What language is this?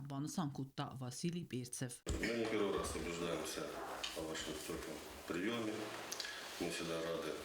Ossetic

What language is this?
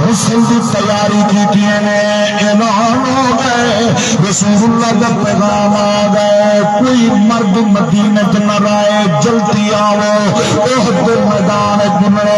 Saraiki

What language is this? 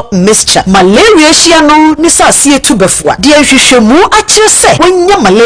Akan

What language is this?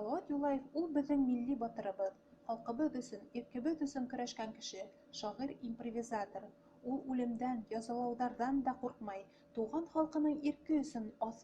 Bashkir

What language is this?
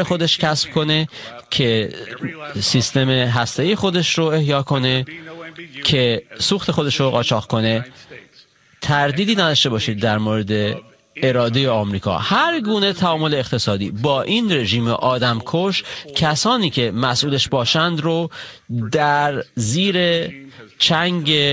Persian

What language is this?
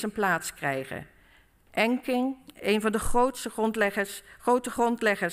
Dutch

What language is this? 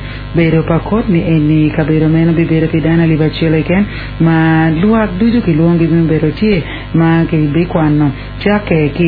Acoli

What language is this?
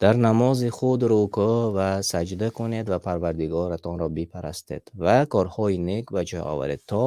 Tajik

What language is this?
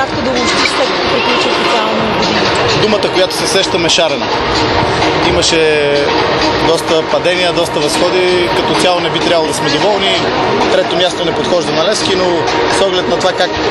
Bulgarian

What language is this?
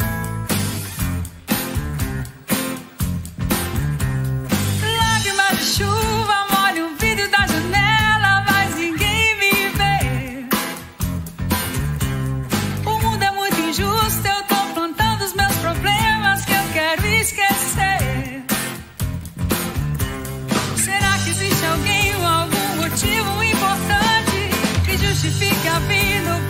Portuguese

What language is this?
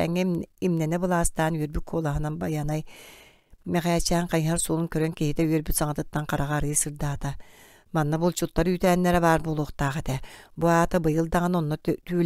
Yakut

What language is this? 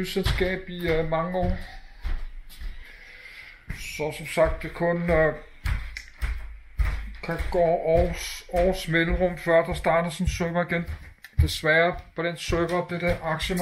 Danish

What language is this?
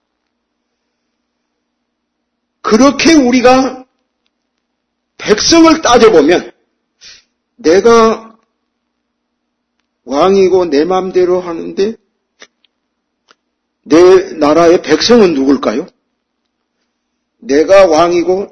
Korean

